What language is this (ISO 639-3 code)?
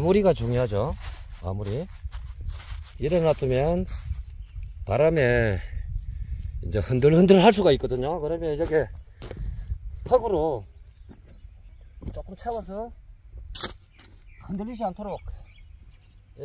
kor